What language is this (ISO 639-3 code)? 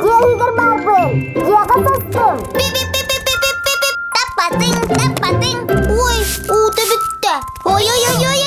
sah